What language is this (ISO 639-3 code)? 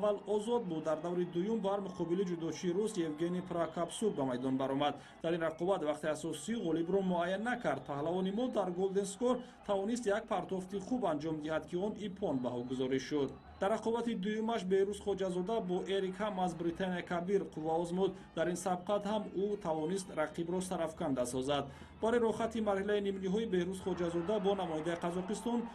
tgk